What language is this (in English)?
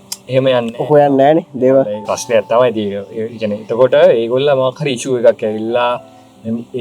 Sinhala